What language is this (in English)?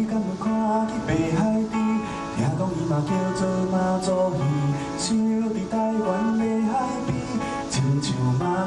Min Nan Chinese